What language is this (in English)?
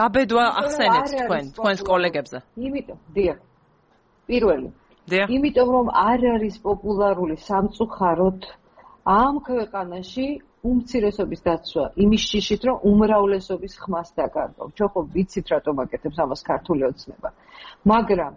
Georgian